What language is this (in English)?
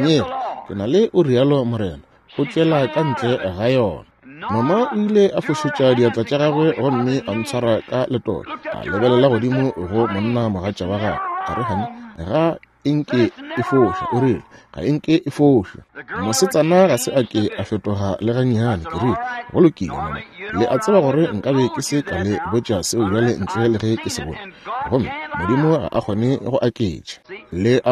Northern Sotho